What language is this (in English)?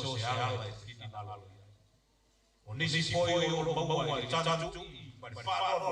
Samoan